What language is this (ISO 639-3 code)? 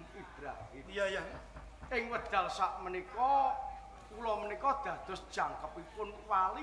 jav